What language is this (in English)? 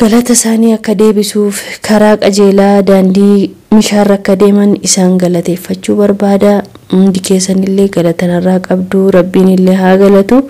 Oromo